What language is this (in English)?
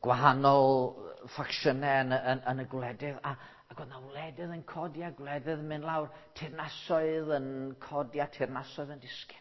Welsh